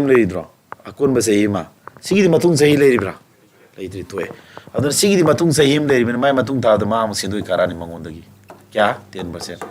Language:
Manipuri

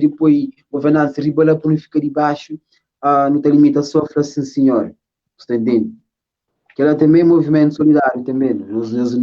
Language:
Kabuverdianu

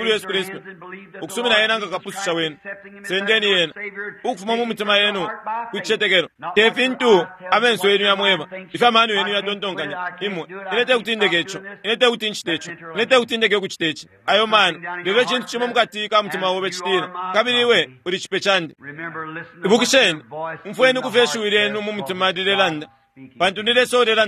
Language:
Bemba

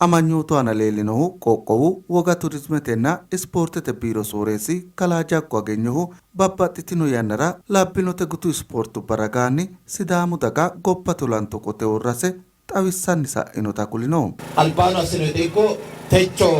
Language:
Sidamo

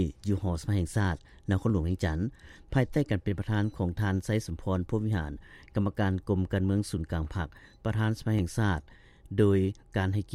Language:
Lao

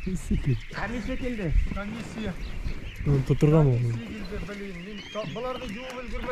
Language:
Bashkir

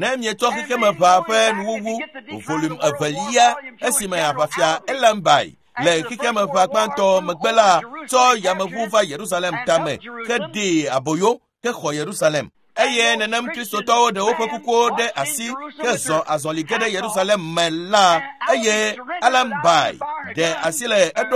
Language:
Ewe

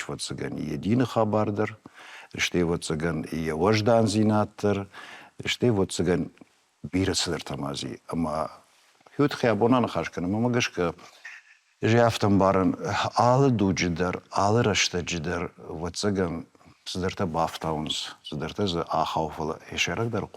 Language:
Ossetic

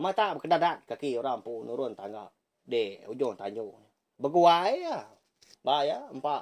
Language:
Iban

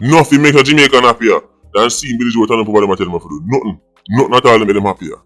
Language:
Jamaican Creole English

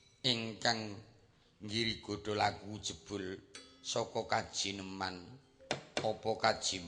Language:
Javanese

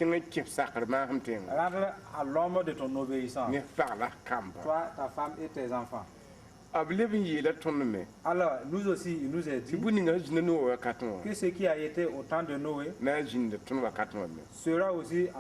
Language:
Mossi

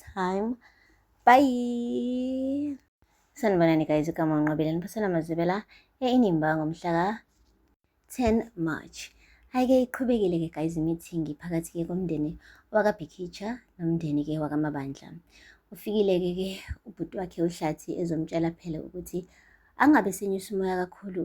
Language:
Zulu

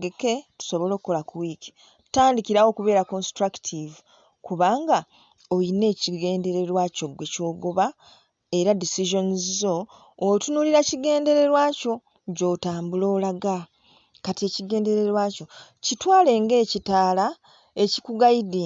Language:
Ganda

